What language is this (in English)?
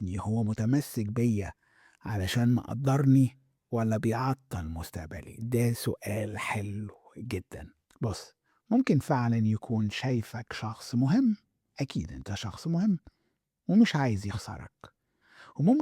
Egyptian Arabic